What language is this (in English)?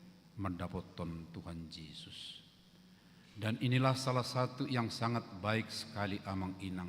Batak Toba